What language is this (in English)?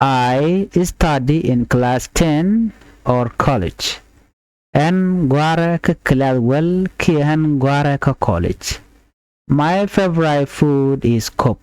Nuer